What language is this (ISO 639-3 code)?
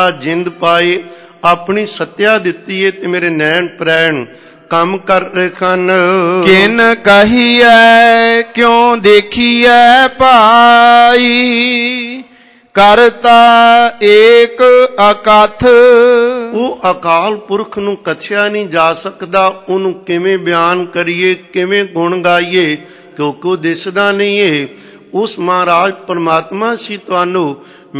pan